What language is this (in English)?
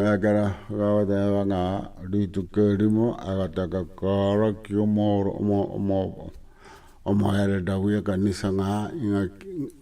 Gusii